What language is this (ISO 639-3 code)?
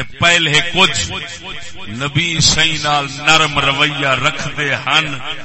skr